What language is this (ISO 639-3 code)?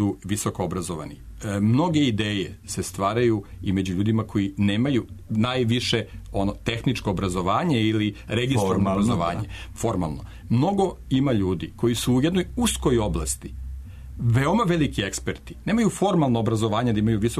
srp